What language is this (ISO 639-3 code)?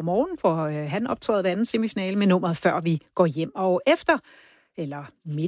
dan